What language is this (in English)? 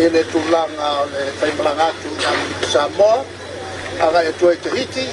Samoan